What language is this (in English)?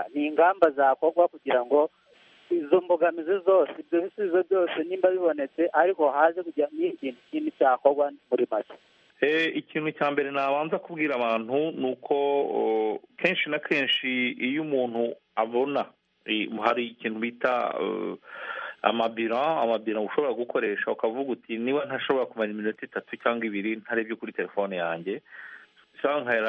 Kinyarwanda